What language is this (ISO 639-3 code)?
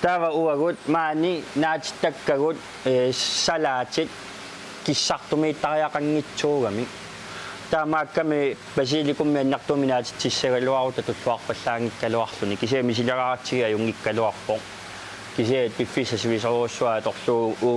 kal